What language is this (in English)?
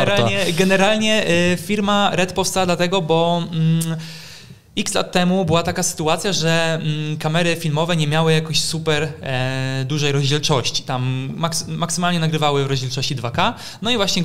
Polish